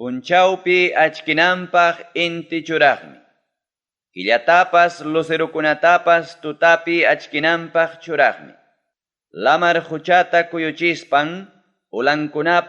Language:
Ayacucho Quechua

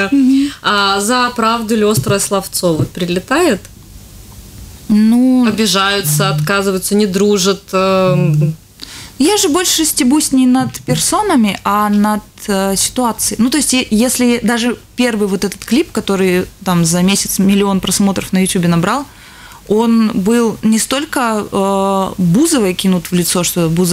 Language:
Russian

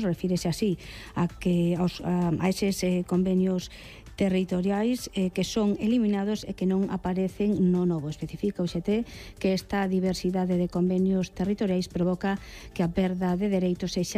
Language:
Galician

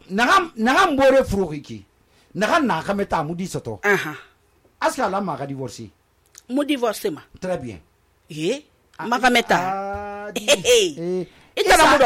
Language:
Susu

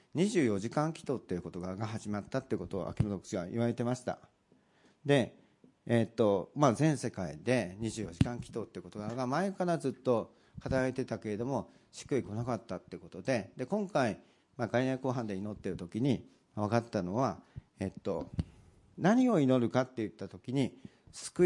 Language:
Japanese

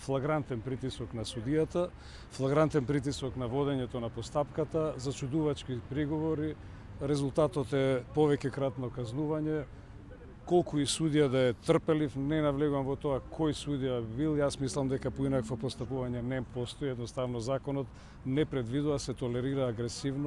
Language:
Macedonian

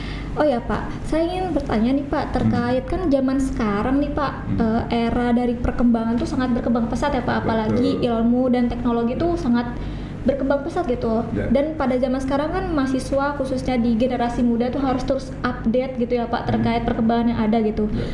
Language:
Indonesian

